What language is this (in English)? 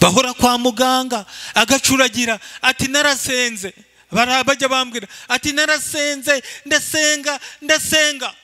Kinyarwanda